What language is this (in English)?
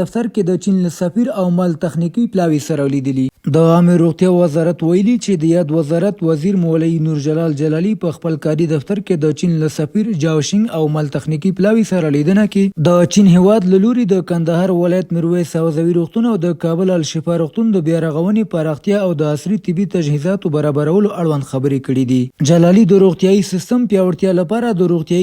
Pashto